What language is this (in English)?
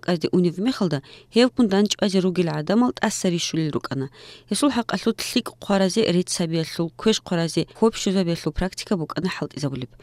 Avaric